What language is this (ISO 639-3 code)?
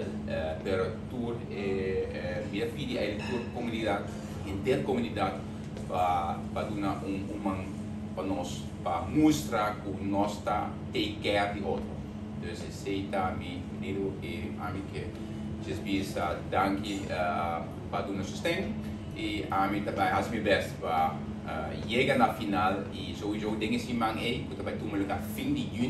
pap